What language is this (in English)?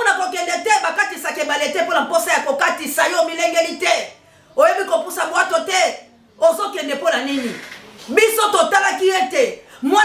Lingala